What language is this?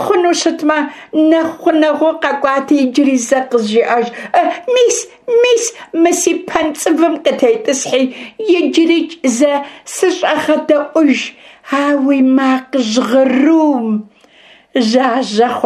Kabardian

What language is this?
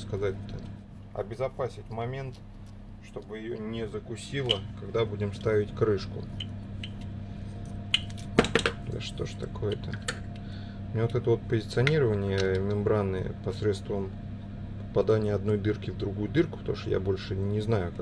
Russian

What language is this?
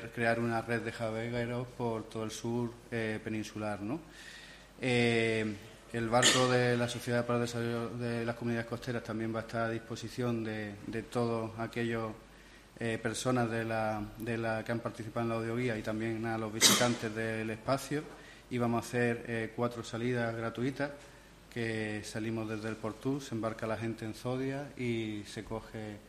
Spanish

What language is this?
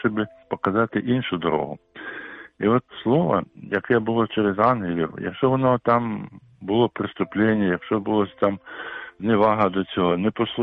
Ukrainian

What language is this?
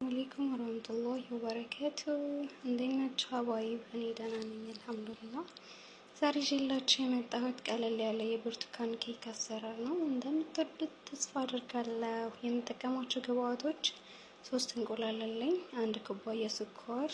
Amharic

